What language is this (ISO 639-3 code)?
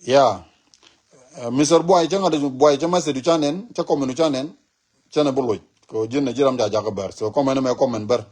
nus